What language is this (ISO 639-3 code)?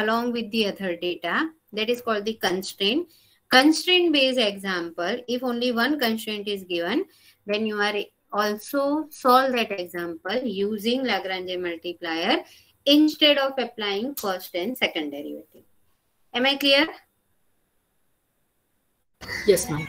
eng